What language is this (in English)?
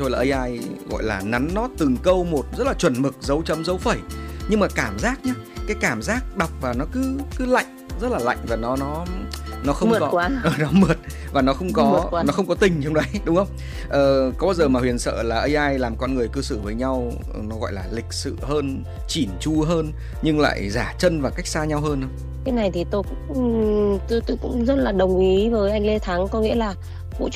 Vietnamese